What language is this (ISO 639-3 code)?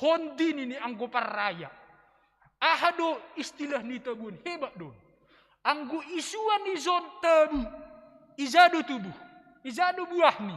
bts